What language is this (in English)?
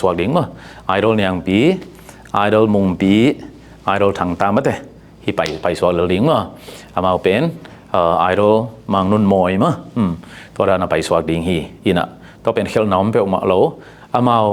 Tedim Chin